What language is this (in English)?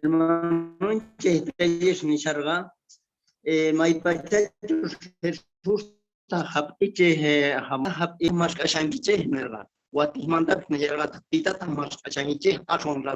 Quechua